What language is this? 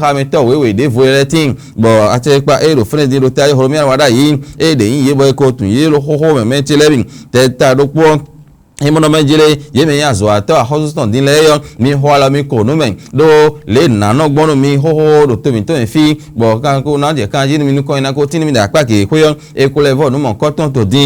Fon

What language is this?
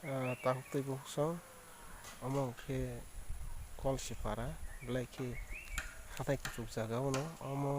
Kok Borok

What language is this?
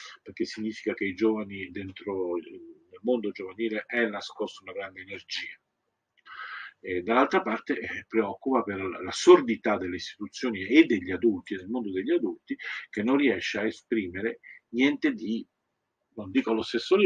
Italian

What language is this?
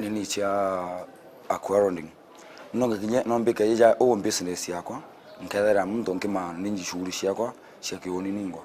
Meru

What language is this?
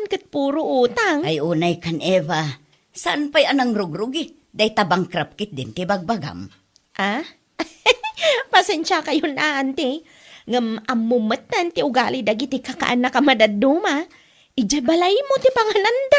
Iloko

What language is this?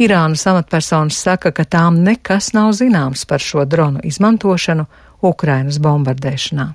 Latvian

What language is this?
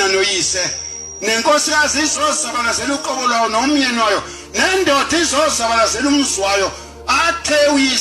Zulu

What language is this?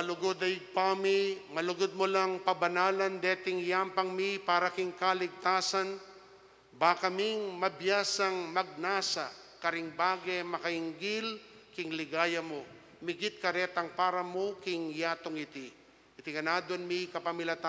Pampanga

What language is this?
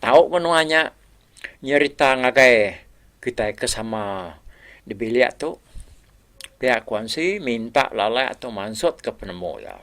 Iban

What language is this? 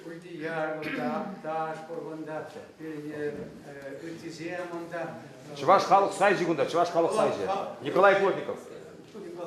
Chuvash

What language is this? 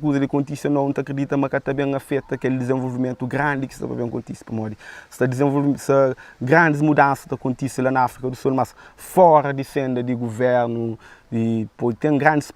Kabuverdianu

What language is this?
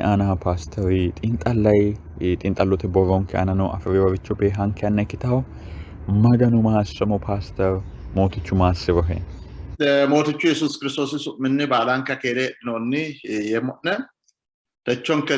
Sidamo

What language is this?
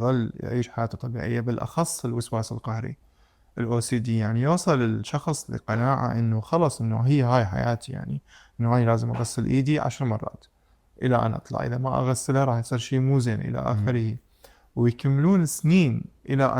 Mesopotamian Arabic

